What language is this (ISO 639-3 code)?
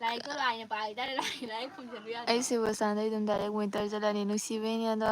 mni